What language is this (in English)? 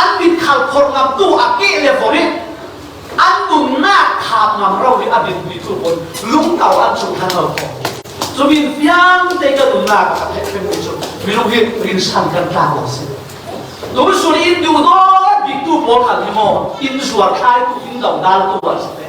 Falam Chin